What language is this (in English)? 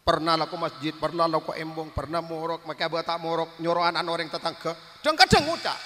Madurese